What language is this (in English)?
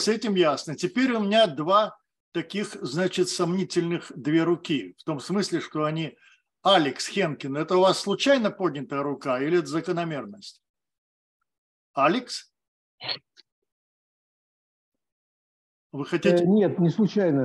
Russian